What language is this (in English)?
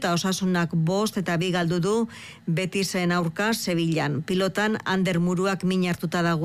Basque